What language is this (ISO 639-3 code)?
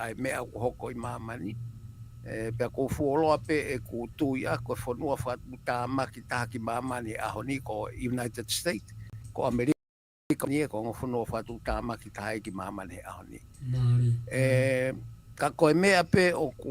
ton